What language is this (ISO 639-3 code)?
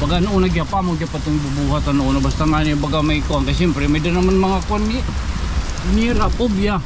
war